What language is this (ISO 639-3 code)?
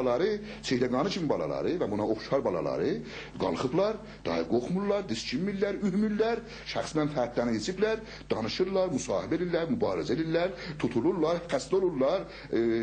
azb